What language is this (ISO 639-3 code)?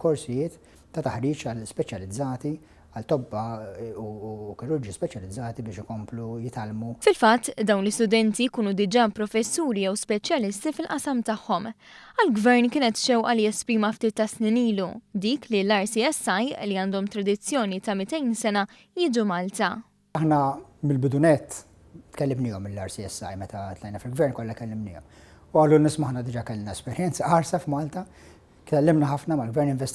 mlt